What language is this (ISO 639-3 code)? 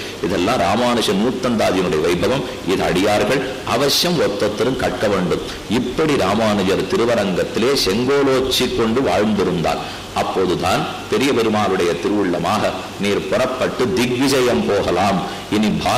tam